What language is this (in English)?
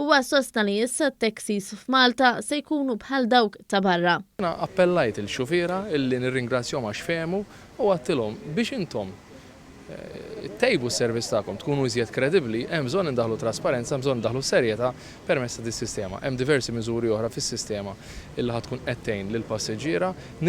Maltese